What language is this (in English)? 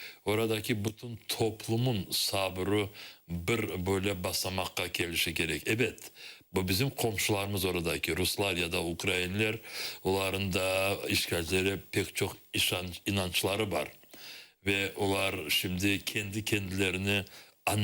Crimean Tatar